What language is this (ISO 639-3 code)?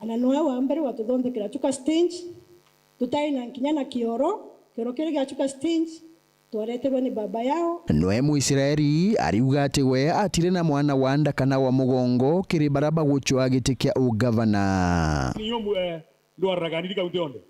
mer